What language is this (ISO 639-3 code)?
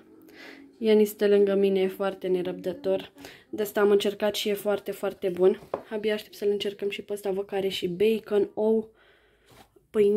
ron